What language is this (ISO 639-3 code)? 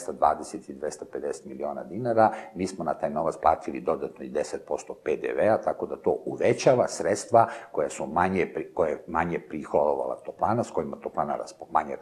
srp